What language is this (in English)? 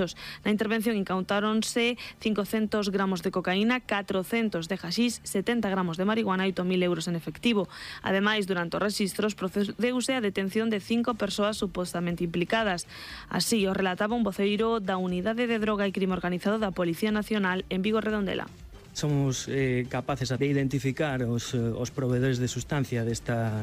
Galician